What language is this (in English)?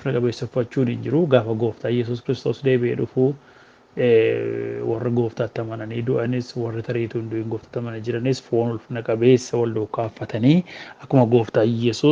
Oromo